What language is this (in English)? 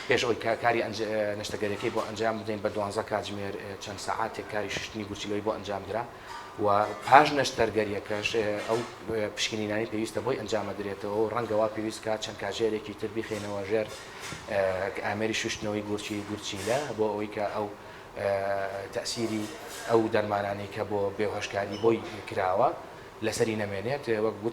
Central Kurdish